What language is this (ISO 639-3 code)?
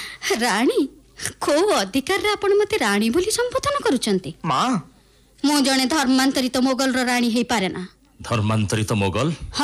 ori